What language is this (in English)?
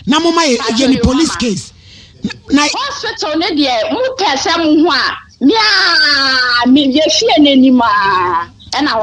Akan